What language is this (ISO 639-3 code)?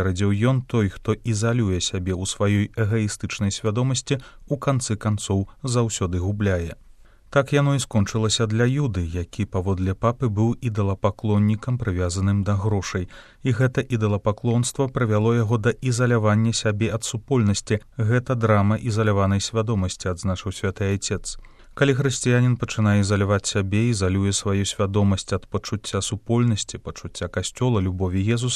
bel